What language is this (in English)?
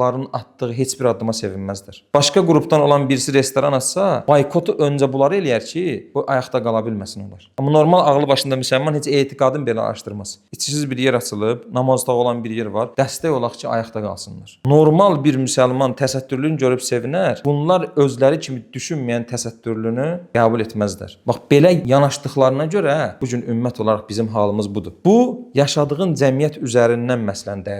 Azerbaijani